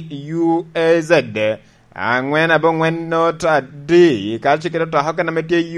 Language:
Lango (Uganda)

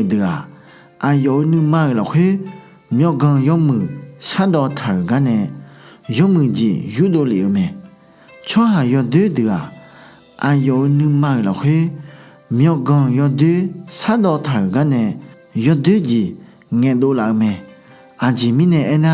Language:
Akha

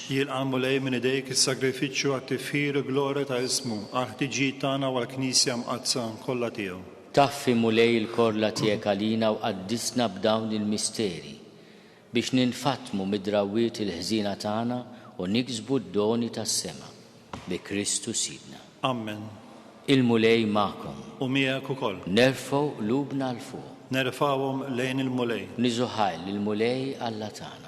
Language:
Maltese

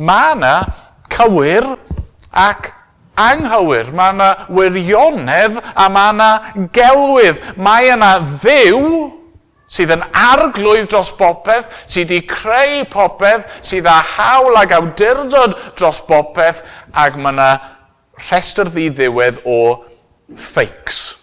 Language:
Welsh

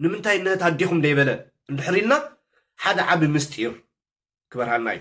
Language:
Tigrinya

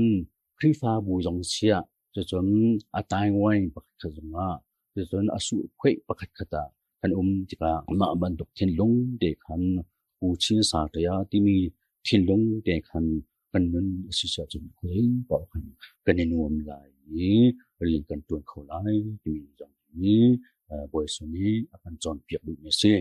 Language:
Hakha Chin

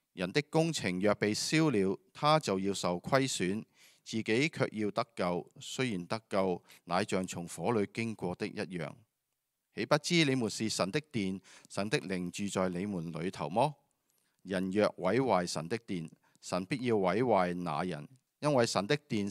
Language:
Cantonese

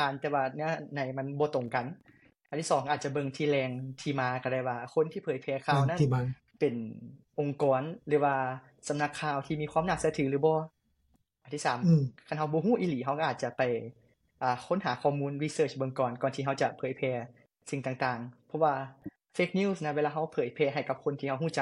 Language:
Lao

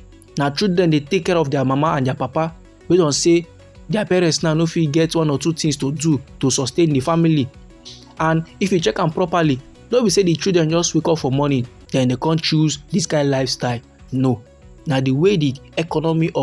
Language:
Nigerian Pidgin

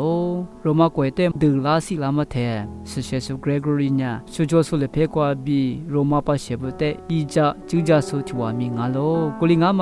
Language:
Lisu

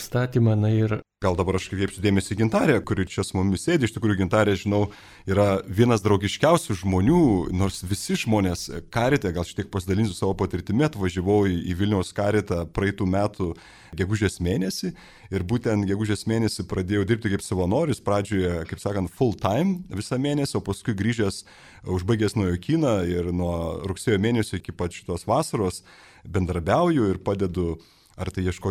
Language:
Lithuanian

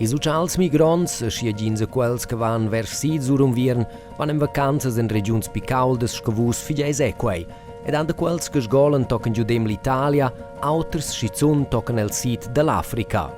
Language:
Romansh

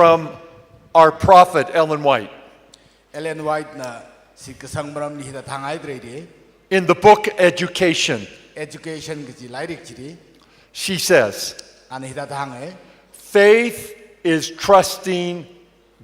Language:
Tangkhul Naga (India)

